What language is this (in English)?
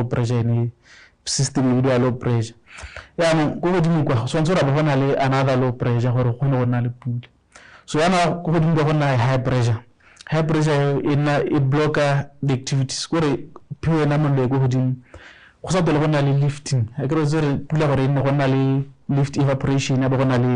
Tswana